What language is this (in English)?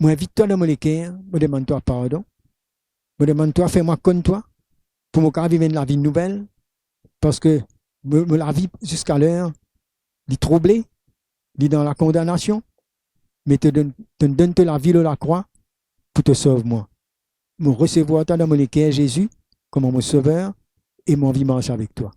Morisyen